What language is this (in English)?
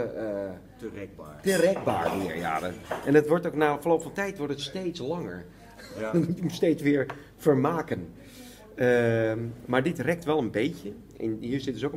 Dutch